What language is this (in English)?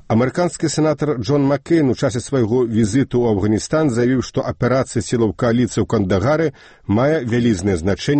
Belarusian